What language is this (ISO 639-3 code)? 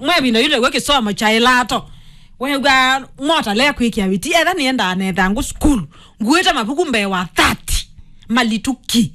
kam